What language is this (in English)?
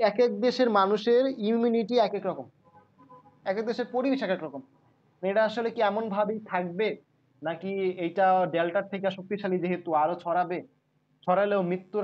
Bangla